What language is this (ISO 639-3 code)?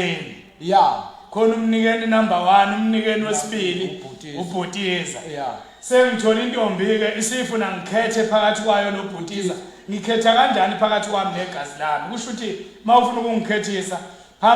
zul